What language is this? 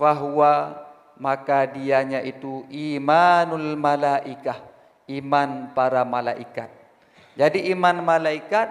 Achinese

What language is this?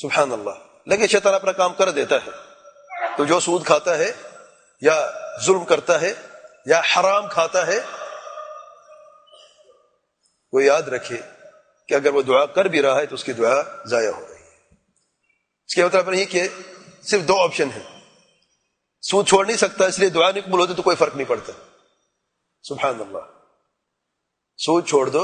Urdu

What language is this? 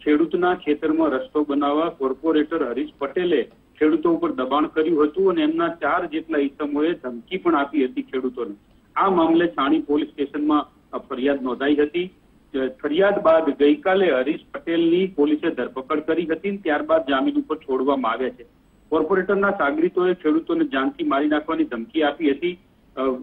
Gujarati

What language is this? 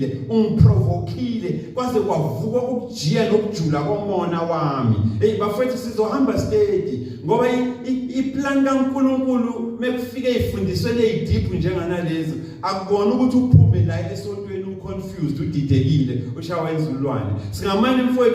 Zulu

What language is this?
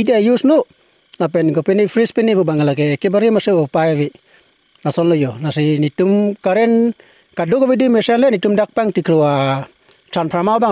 Karbi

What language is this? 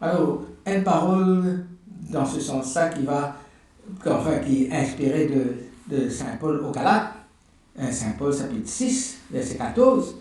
Morisyen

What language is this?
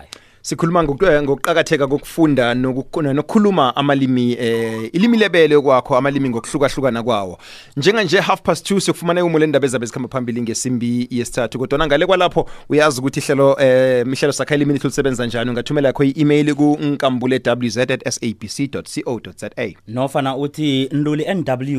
South Ndebele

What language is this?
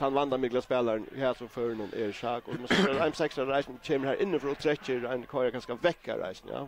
Faroese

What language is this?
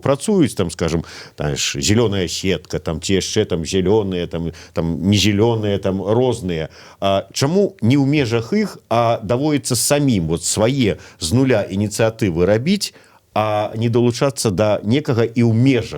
Belarusian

